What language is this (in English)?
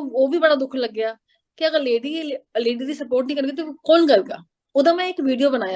Dogri